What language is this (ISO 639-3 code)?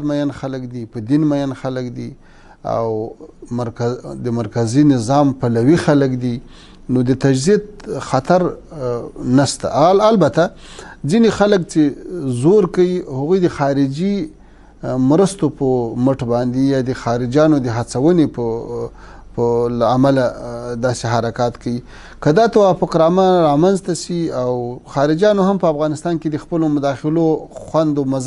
pus